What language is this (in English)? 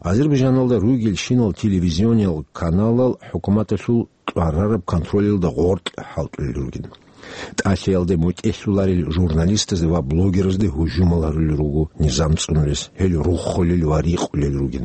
Avaric